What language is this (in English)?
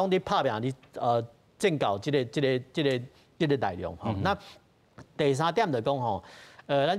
Min Nan Chinese